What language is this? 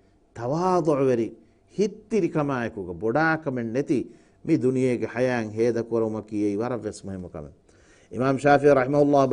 Divehi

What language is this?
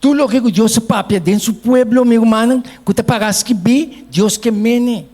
Papiamento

